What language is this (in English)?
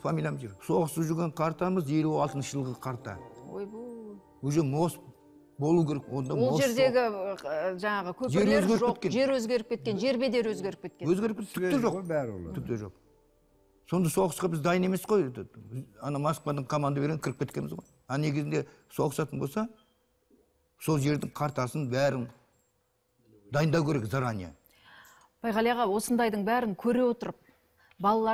Kazakh